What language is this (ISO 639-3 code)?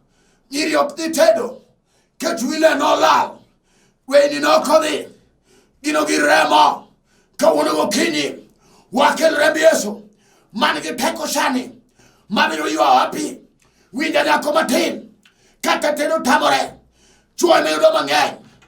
luo